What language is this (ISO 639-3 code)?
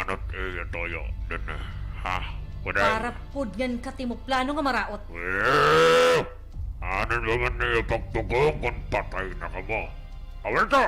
war